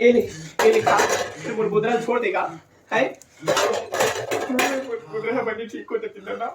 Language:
Chhattisgarhi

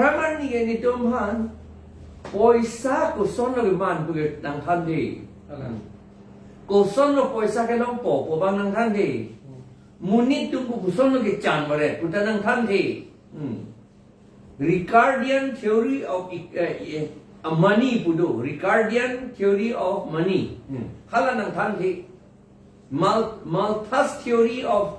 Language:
Karbi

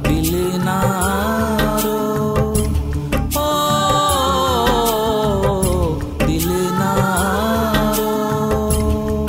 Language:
Hindi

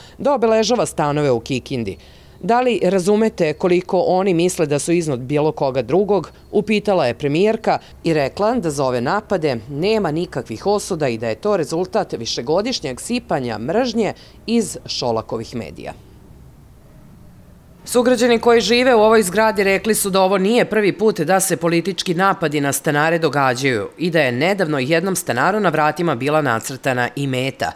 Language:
Serbian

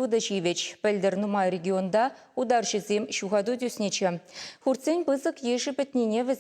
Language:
Chuvash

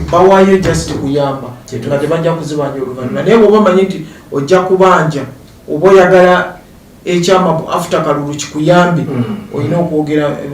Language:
Ganda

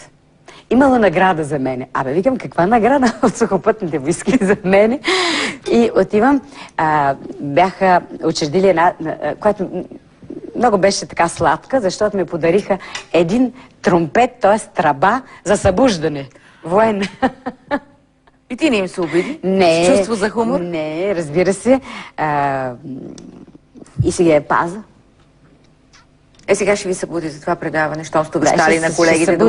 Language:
Bulgarian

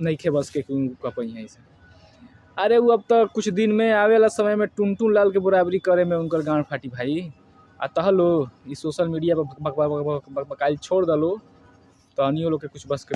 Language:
Bhojpuri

